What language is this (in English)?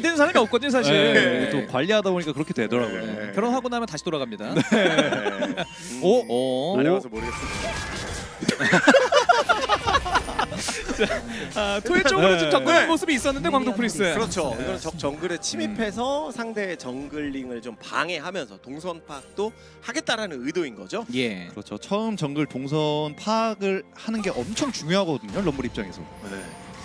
Korean